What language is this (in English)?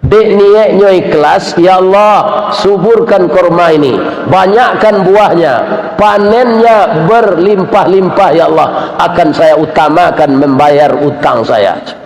Minangkabau